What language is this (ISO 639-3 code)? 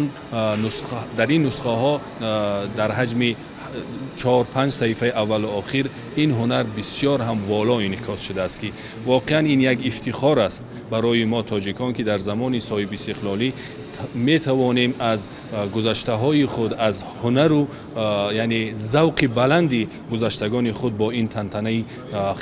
tgk